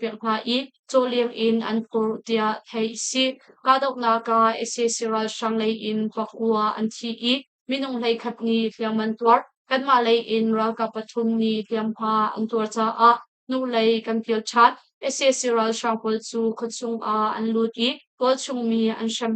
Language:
Hakha Chin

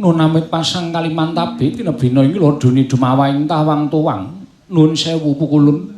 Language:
Javanese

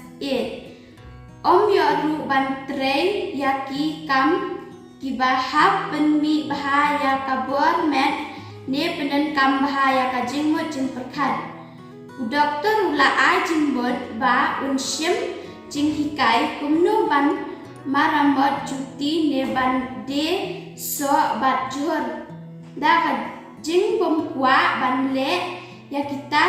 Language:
Khasi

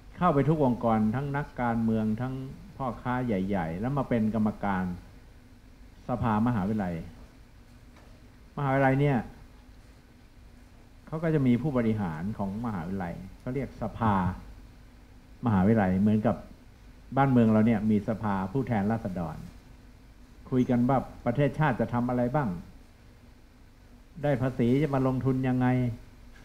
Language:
Thai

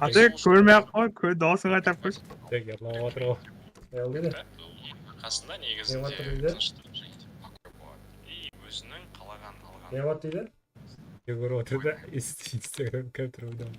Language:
Kara-Kalpak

